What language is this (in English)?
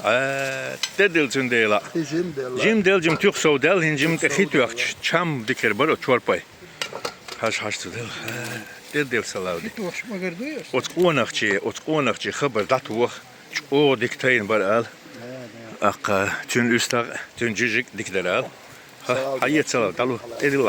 Chechen